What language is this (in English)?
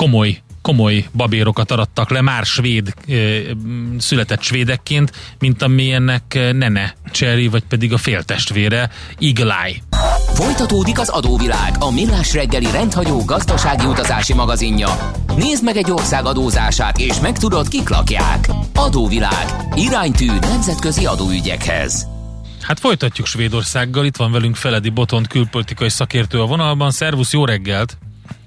Hungarian